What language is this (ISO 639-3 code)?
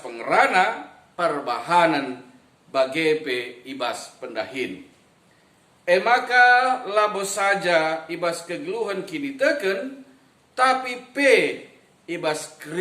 btx